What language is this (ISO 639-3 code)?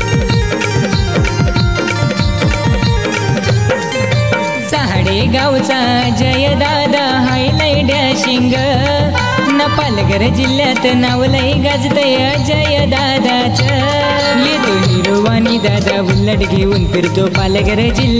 mar